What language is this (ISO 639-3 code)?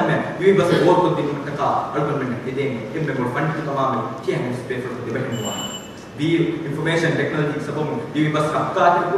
div